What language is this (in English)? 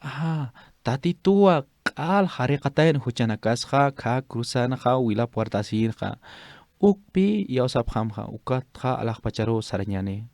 Aymara